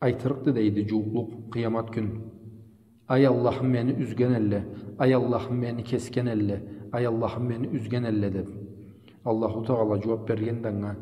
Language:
Karachay-Balkar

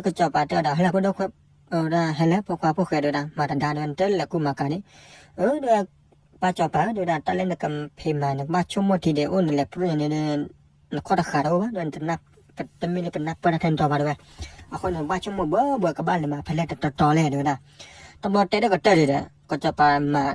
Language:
S'gaw Karen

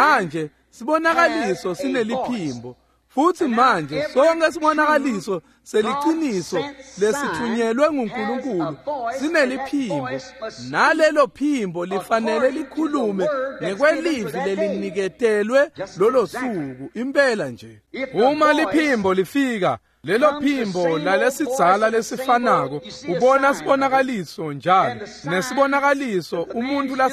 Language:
Swati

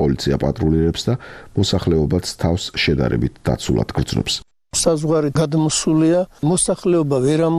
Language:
Georgian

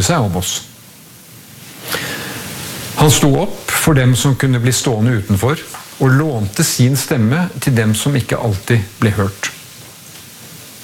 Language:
Norwegian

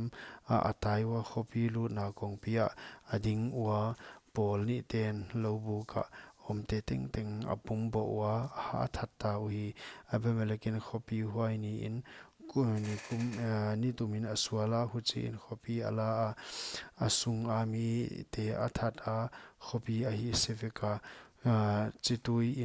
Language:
Paite Chin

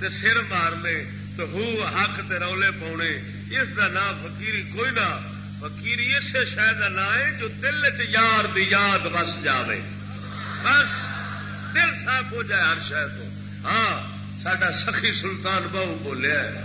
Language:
Saraiki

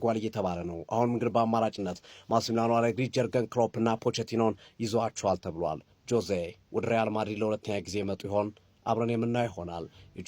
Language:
Amharic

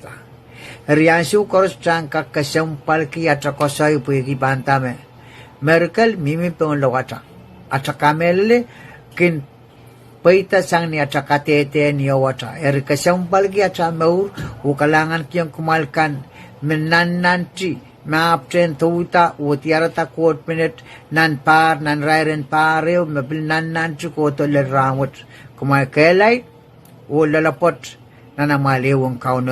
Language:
Pohnpeian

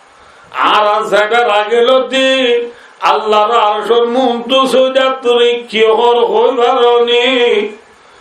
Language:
Rohingya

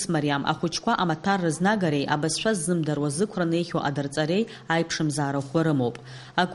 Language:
Abkhazian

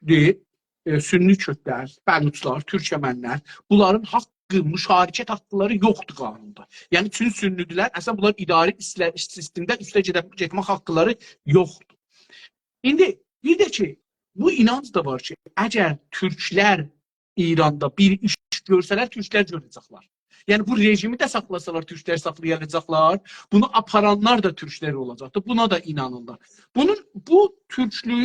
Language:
South Azerbaijani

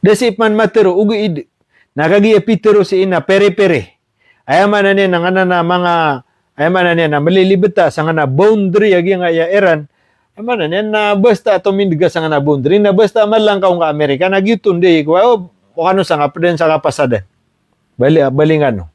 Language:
Maranao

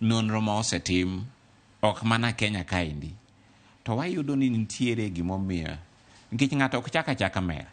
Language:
Luo (Kenya and Tanzania)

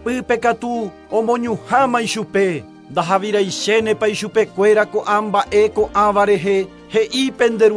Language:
Guarani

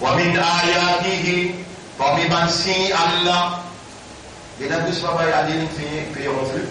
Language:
Morisyen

